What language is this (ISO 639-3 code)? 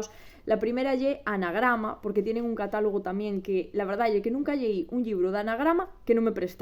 ast